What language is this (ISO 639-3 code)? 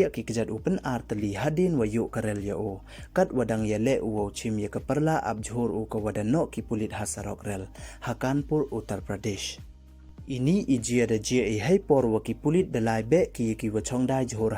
pbv